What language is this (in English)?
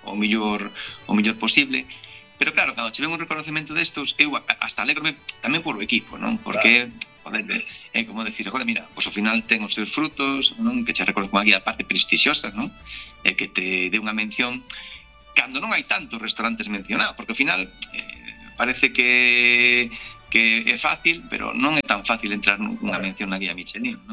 Galician